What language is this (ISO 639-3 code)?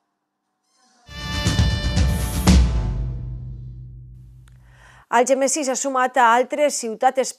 cat